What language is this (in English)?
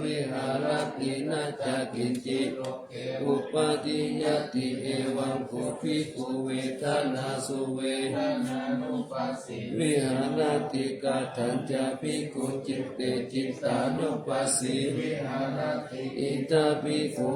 Pali